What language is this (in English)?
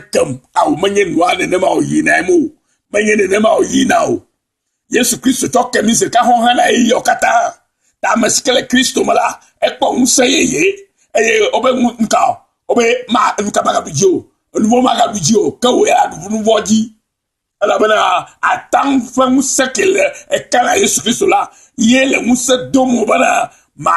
Ewe